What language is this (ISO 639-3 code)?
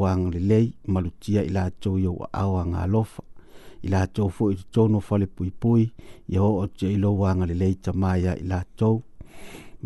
smo